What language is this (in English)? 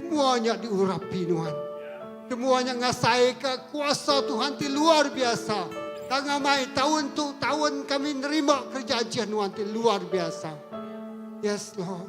Iban